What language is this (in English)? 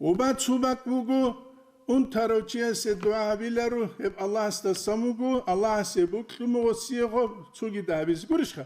Avaric